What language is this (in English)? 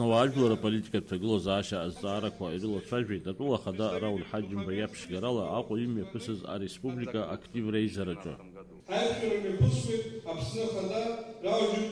Abkhazian